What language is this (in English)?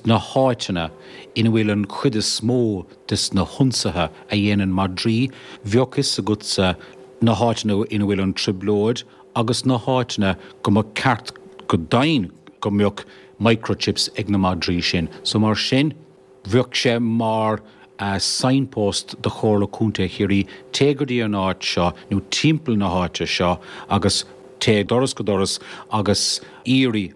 Irish